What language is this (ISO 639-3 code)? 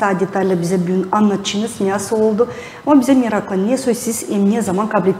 gag